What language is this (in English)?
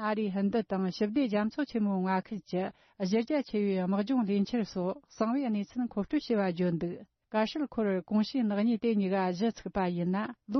Tibetan